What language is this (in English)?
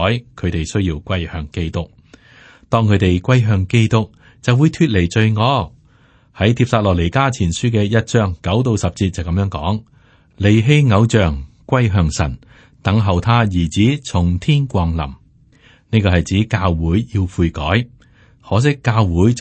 Cantonese